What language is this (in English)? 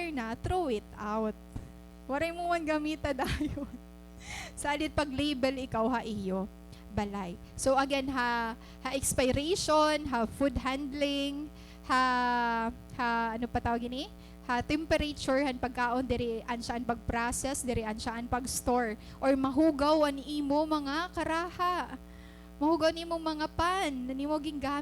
Waray